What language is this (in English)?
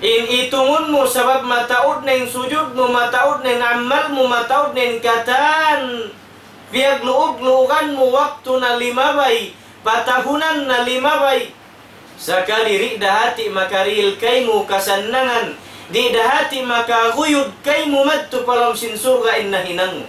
Tausug